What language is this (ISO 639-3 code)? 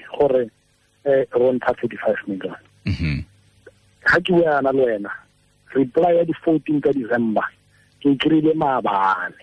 tsn